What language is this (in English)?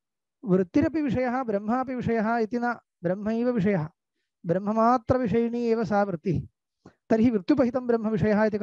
Sanskrit